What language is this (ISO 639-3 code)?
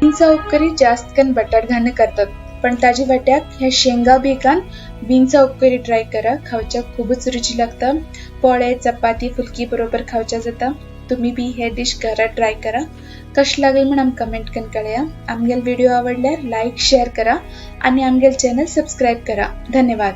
kok